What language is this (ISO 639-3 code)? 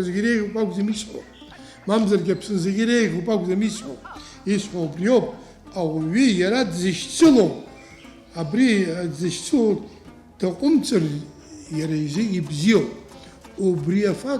abk